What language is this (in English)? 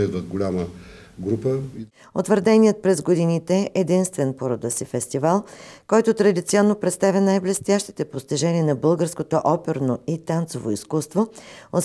Bulgarian